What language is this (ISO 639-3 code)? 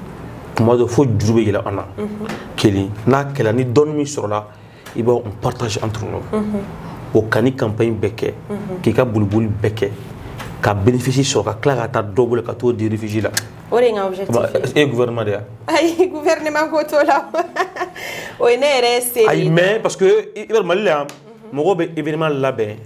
bam